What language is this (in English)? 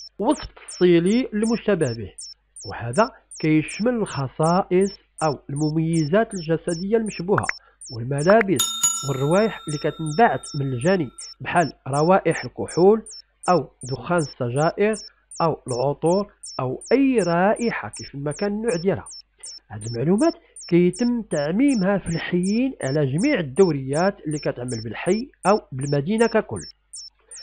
Moroccan Arabic